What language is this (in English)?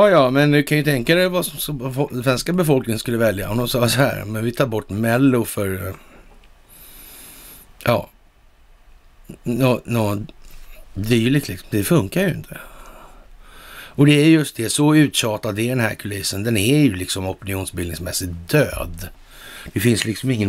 Swedish